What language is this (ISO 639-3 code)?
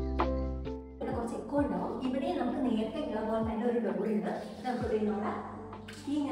mal